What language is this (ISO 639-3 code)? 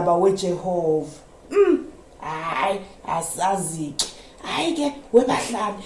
zul